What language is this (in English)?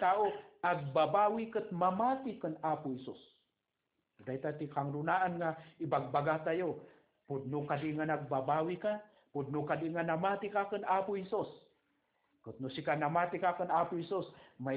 Iloko